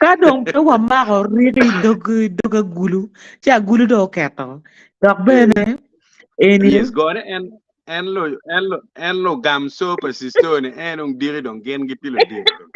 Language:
Acoli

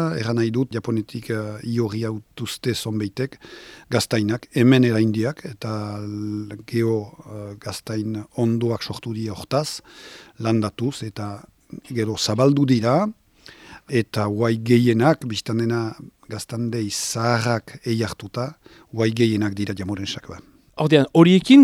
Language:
Basque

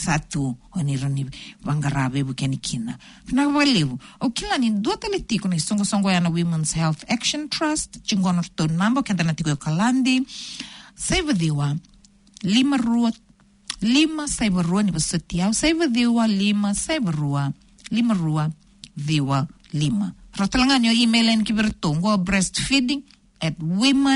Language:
Fijian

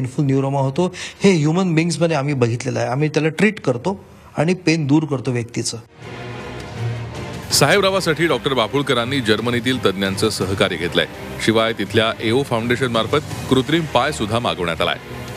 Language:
Marathi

